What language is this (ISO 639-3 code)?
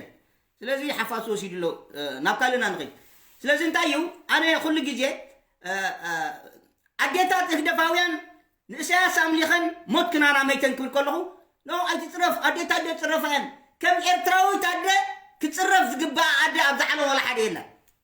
tir